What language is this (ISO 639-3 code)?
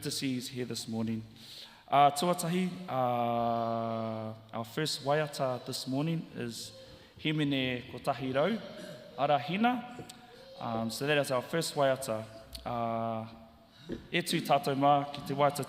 mri